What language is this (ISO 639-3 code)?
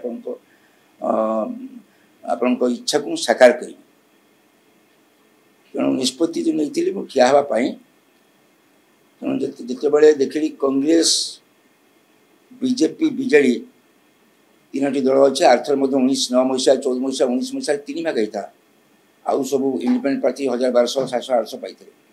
ori